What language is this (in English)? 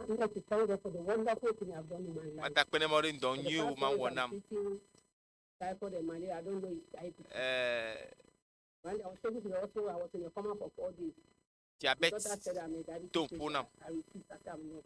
Ewe